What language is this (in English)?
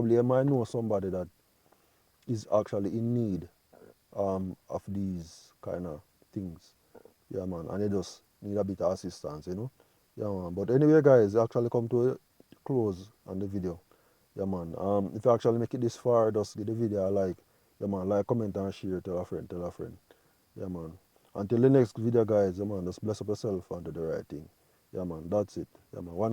Jamaican Creole English